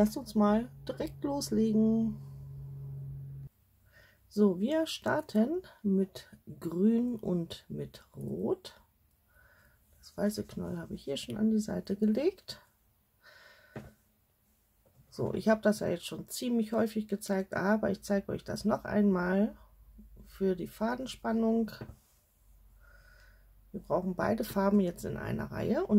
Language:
German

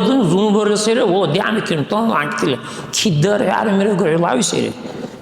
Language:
Dargwa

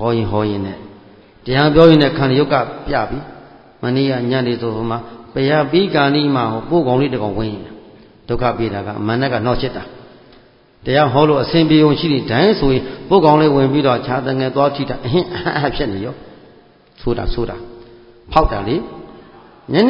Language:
Burmese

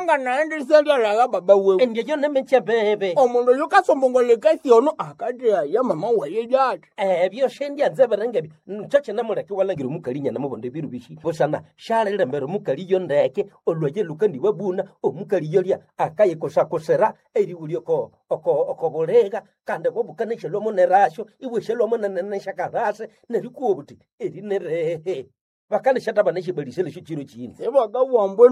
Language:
Nande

